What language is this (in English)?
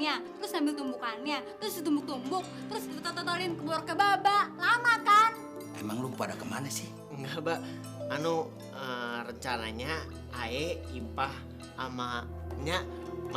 Betawi